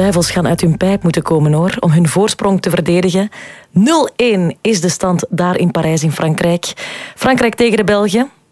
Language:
Dutch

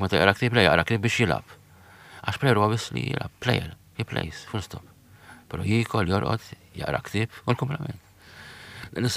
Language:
Maltese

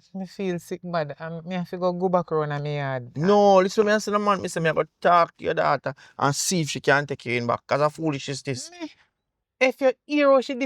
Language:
Jamaican Creole English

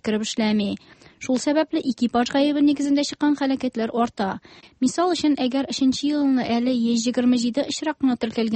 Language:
Tatar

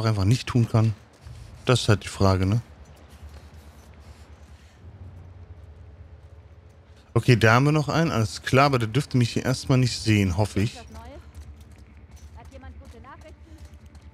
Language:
German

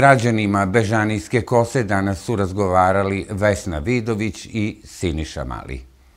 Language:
Serbian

